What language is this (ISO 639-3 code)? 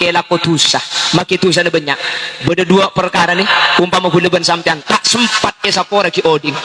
mad